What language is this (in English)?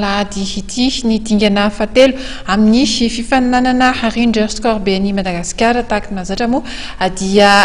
Malagasy